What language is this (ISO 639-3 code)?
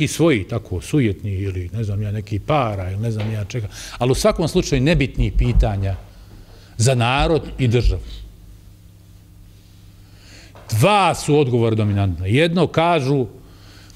bos